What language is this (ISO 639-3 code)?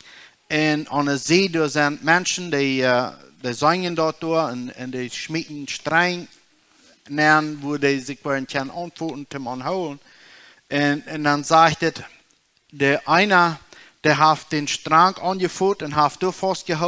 pdt